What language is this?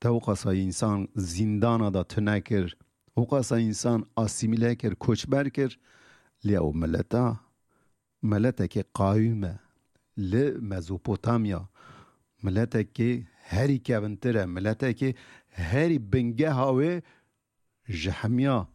Kurdish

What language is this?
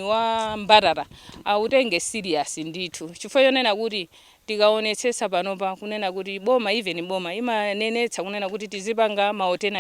Nyanja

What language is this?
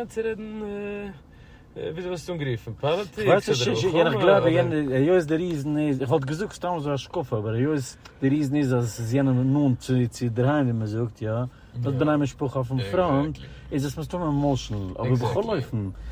Yiddish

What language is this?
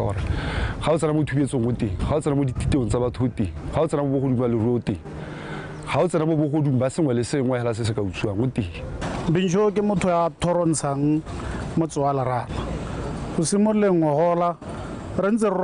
Tswana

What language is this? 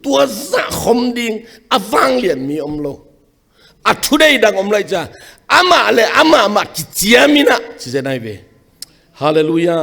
Tedim Chin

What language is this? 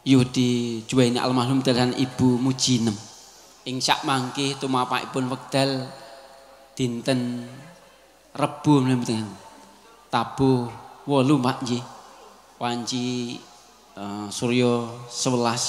Javanese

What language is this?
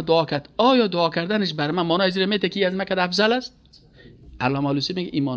Persian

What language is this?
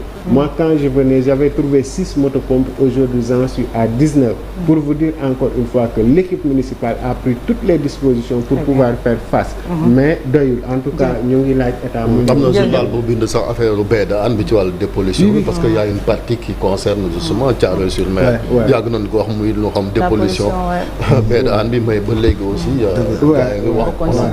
Wolof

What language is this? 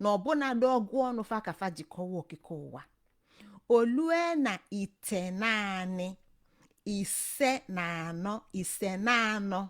Igbo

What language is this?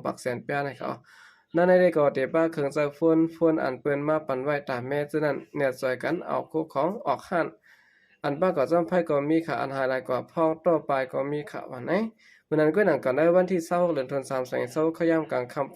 Shan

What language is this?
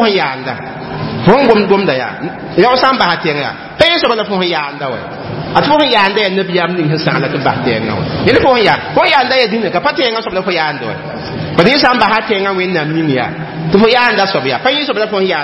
Mossi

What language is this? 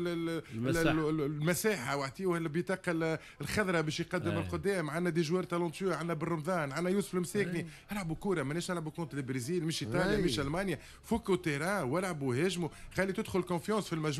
Tunisian Arabic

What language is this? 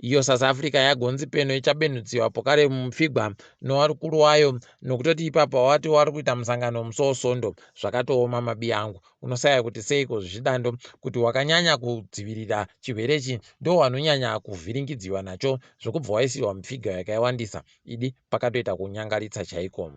Ndau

